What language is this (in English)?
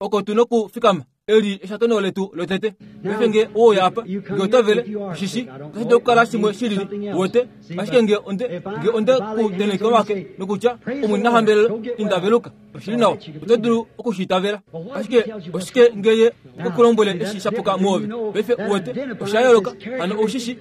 Kuanyama